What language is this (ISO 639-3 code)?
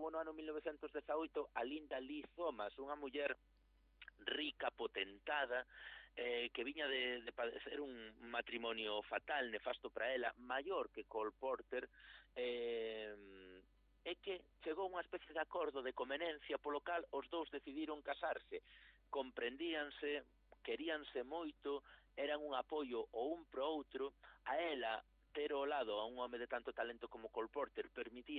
glg